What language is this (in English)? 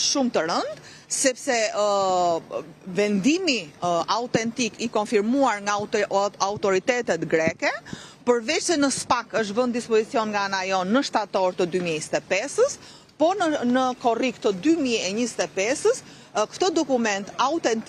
Albanian